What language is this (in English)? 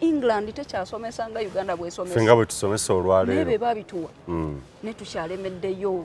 Ganda